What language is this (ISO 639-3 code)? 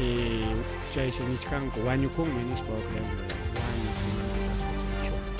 quy